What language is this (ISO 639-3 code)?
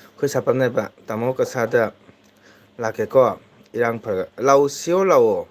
mni